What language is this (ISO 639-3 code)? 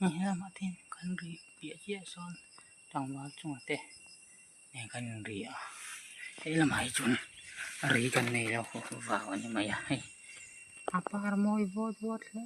lus